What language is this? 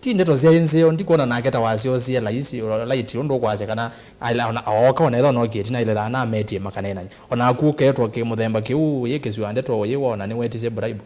Kamba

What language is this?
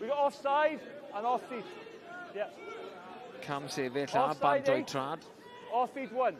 Welsh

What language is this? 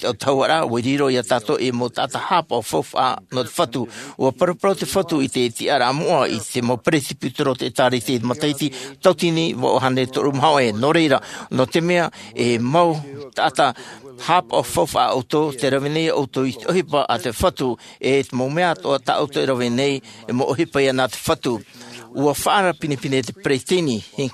Tahitian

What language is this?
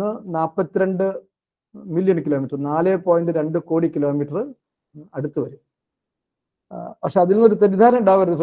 Malayalam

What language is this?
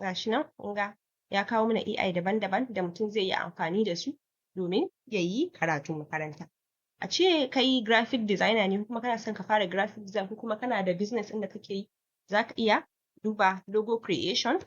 Hausa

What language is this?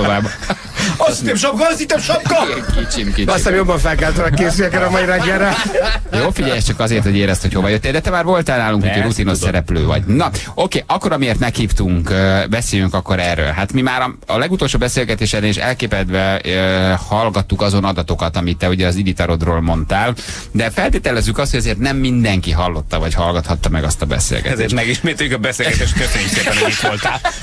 Hungarian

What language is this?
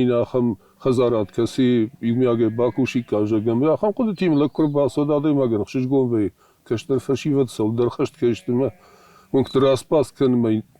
Ossetic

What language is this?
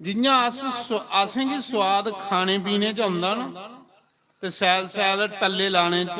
Dogri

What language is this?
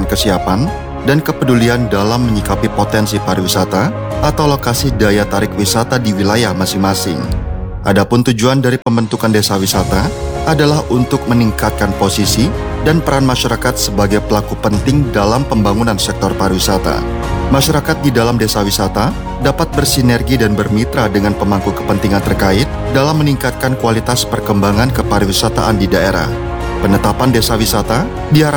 Indonesian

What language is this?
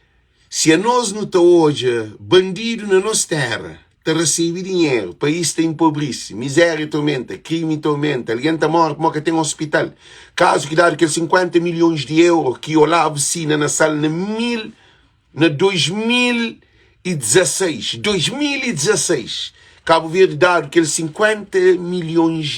Kabuverdianu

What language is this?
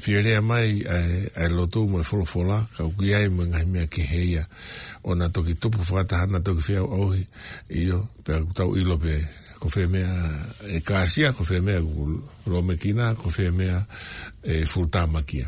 Tongan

